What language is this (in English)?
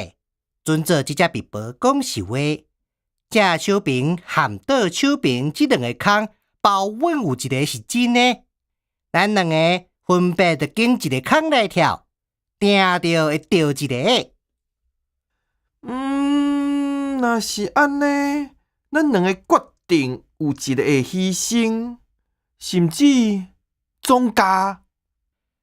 Min Nan Chinese